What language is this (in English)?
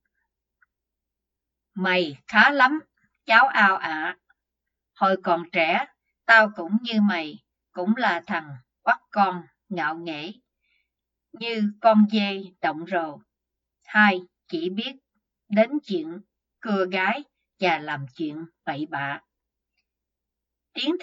Vietnamese